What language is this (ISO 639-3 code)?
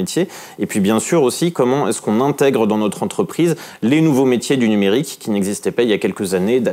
fra